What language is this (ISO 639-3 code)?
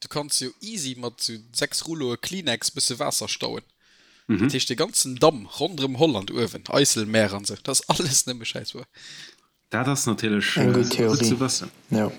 ltz